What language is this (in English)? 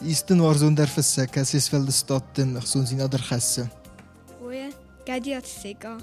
Ossetic